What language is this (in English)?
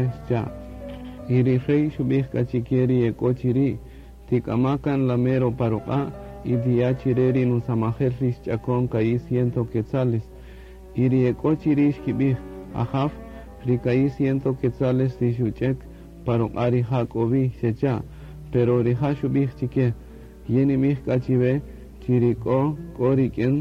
Kaqchikel